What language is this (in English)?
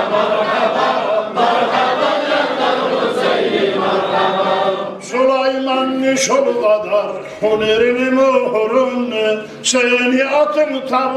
Kumyk